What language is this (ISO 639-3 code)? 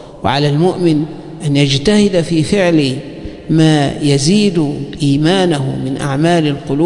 ara